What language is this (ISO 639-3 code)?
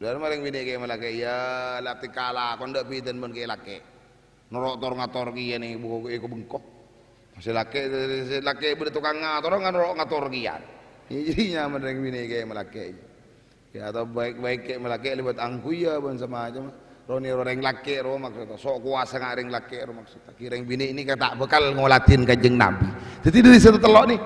mad